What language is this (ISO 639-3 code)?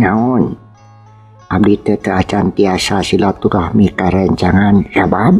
sun